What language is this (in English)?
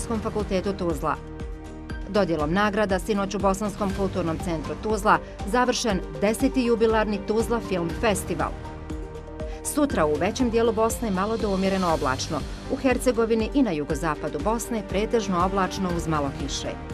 Bosnian